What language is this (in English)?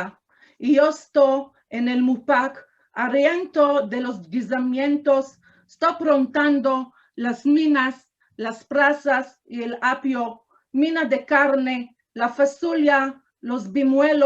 Ladino